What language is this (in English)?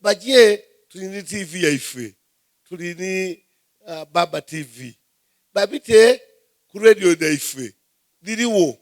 Soga